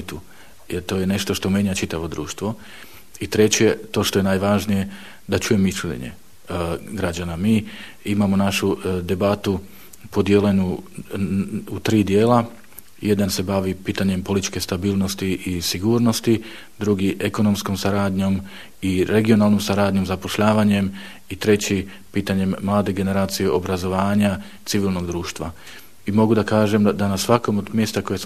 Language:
Bosnian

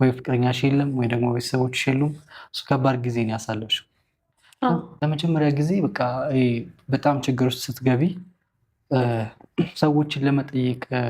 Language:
Amharic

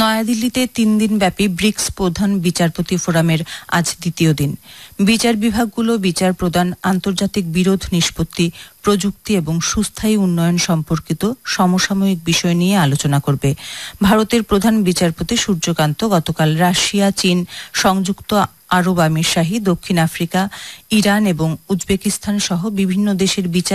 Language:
Bangla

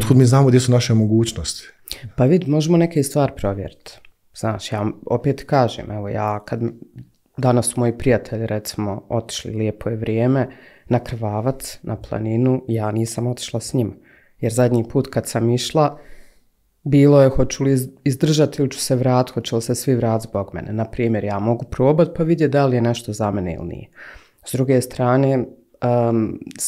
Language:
Bosnian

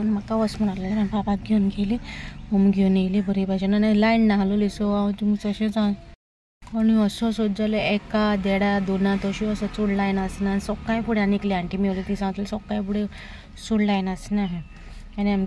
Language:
Konkani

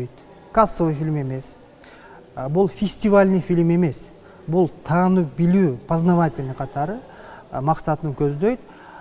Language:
Kyrgyz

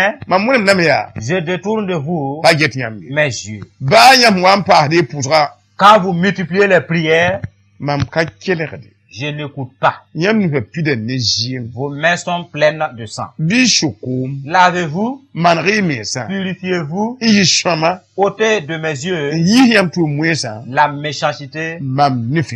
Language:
Mossi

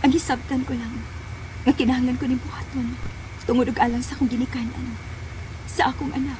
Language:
Cebuano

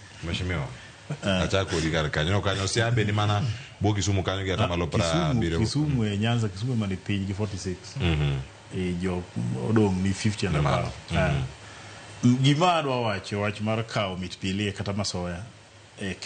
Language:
Luo (Kenya and Tanzania)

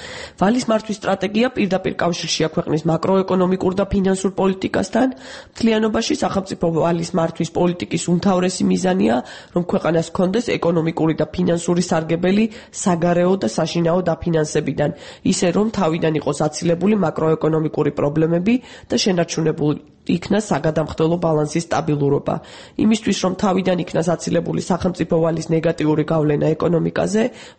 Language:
Georgian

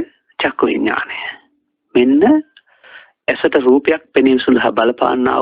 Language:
Sinhala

